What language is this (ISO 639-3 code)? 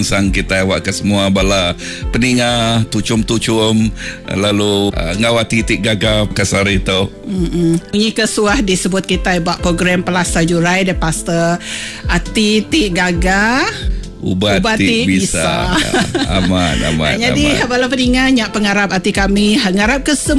iba